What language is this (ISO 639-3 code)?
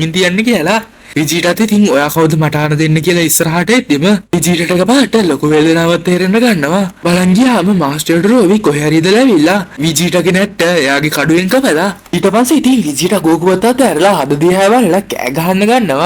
sin